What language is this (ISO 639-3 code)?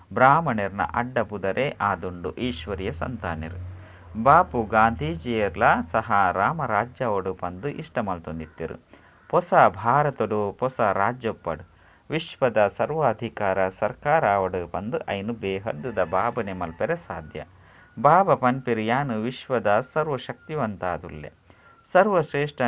tcy